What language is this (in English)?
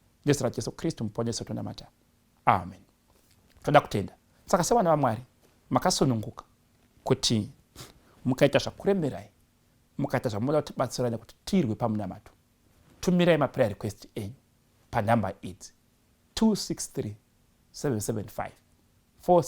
Shona